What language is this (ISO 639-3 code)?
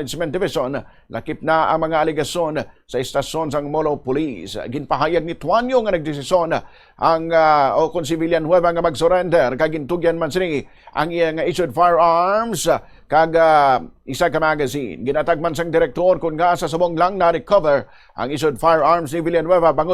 hil